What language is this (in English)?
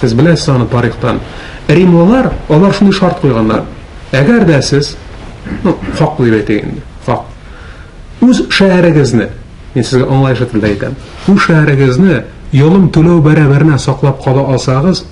Tatar